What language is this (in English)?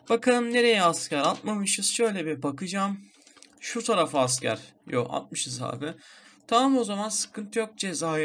Turkish